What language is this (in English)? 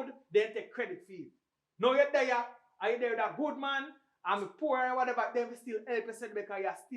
Jamaican Creole English